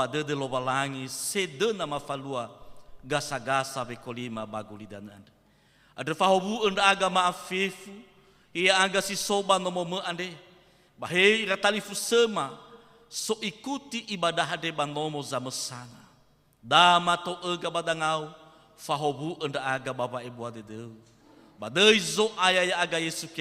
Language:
Nias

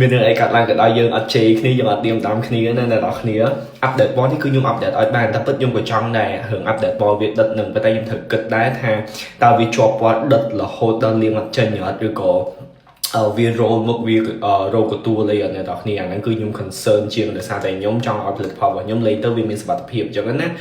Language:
Khmer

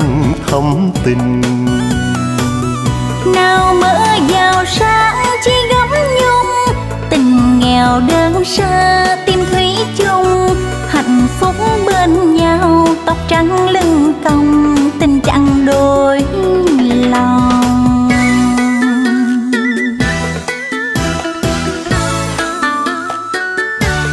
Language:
Vietnamese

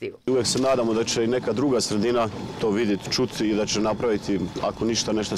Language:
Croatian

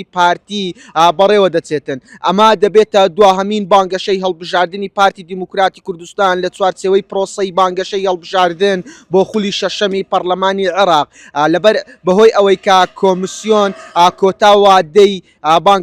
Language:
Central Kurdish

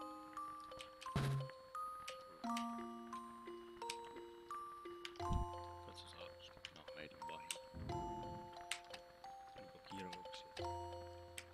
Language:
Finnish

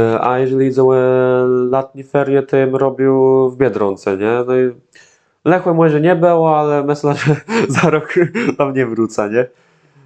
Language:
Kashubian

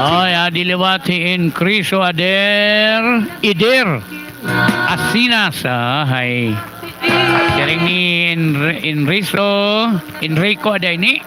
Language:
Waray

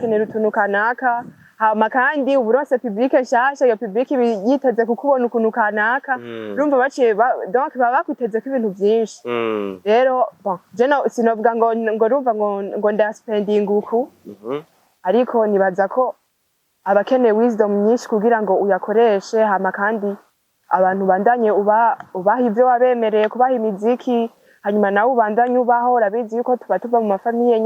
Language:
Rundi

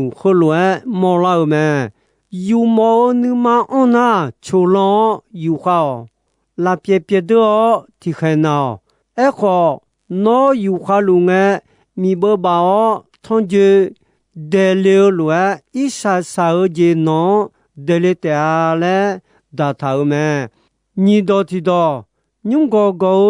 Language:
Akha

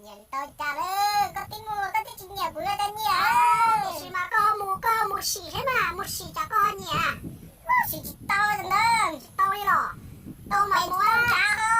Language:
Hmong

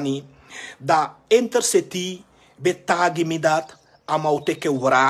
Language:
Sranan Tongo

